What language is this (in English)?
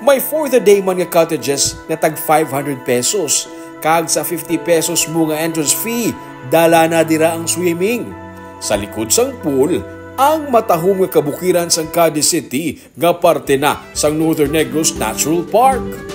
Hiligaynon